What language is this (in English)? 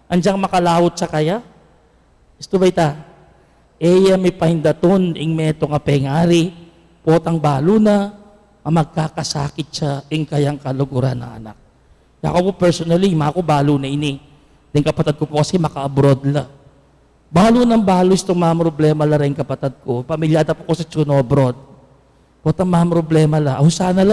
Pampanga